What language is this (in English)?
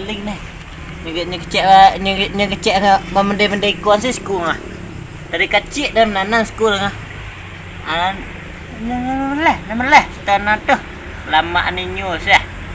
Minangkabau